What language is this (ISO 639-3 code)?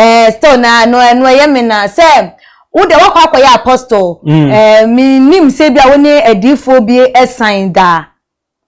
aka